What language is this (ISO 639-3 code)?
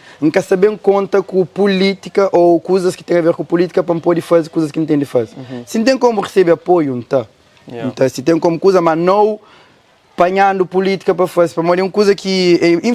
kea